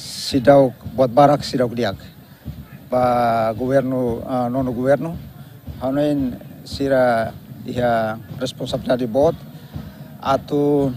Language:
Tetum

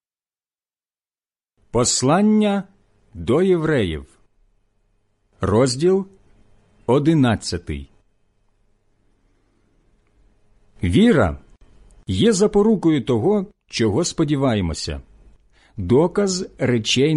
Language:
Ukrainian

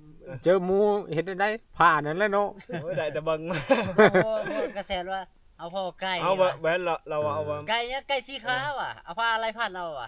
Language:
Northeastern Thai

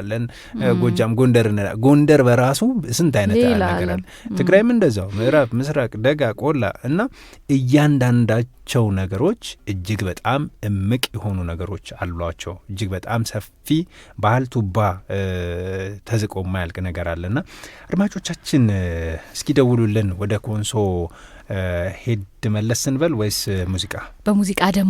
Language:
Amharic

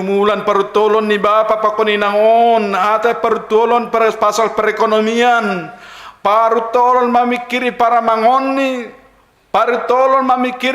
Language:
Batak Simalungun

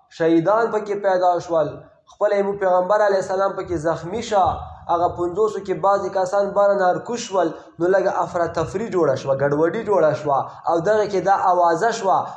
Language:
Pashto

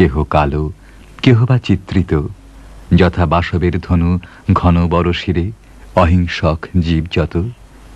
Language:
Bangla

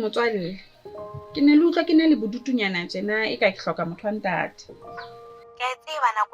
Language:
Southern Sotho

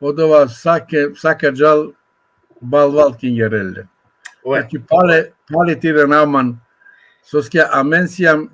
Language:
Balkan Romani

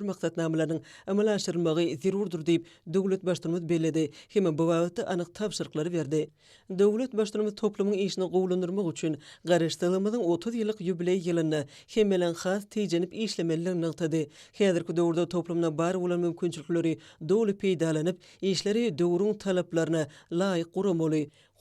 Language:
Turkmen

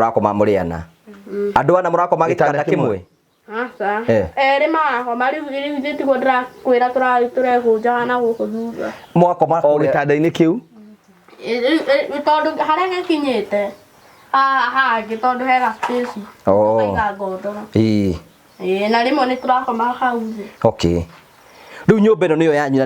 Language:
Kikuyu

